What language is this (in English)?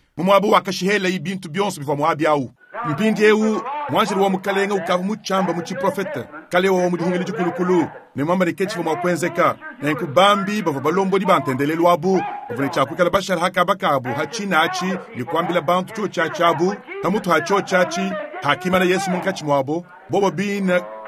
Luba-Lulua